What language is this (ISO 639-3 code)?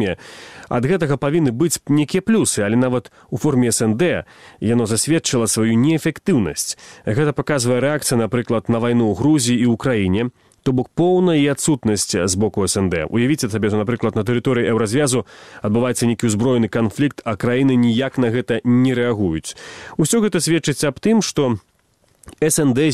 bel